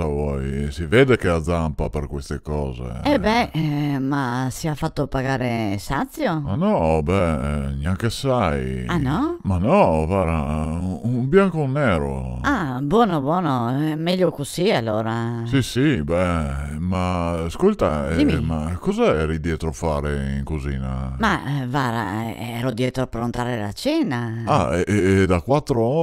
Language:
Venetian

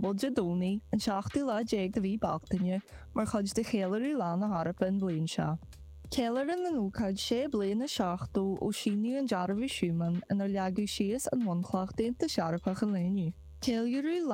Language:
Irish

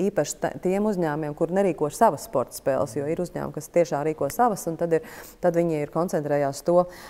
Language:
Latvian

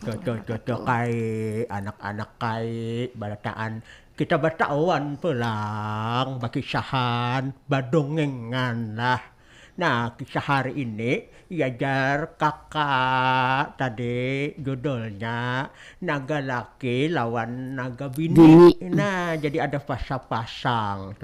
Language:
Banjar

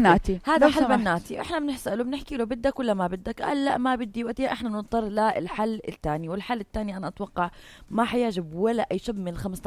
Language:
North Levantine Arabic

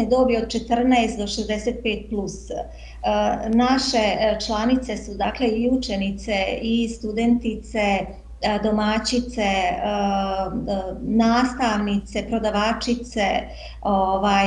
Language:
Bosnian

